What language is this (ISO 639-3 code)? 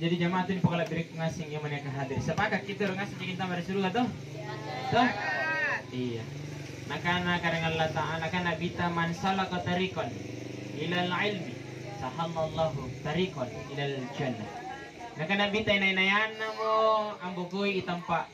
mak